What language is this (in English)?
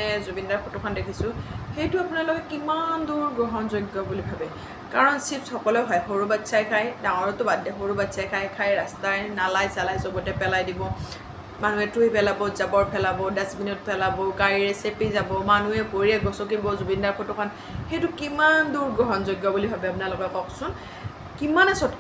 Assamese